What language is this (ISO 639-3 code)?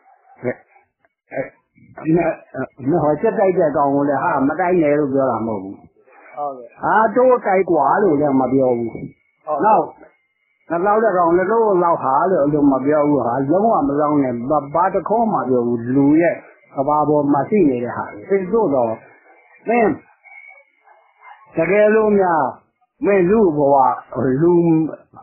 mya